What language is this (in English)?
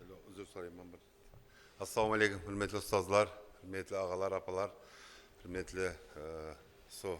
Kara-Kalpak